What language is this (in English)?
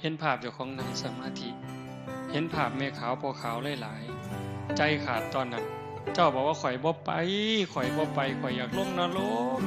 Northeastern Thai